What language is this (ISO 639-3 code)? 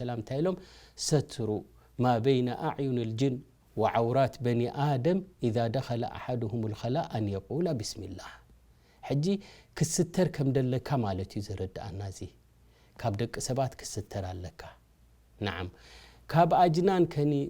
tir